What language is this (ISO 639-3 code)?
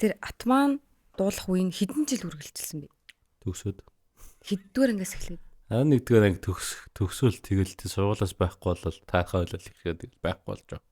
mon